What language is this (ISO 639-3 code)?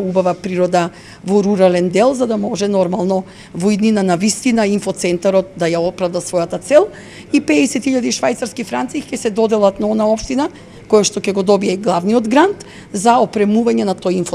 mkd